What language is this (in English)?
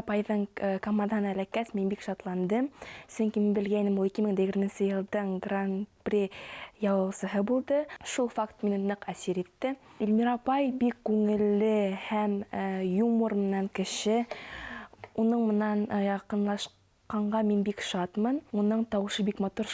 Bashkir